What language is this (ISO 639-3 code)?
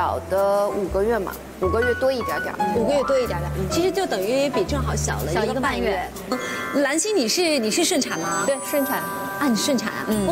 zho